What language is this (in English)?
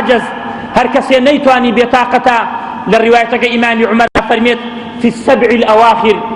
Central Kurdish